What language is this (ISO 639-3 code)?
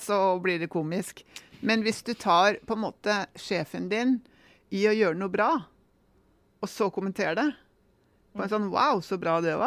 nor